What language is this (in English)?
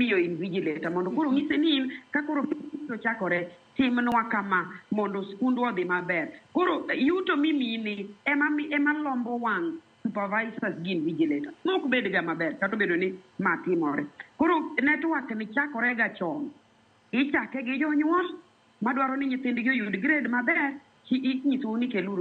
Luo (Kenya and Tanzania)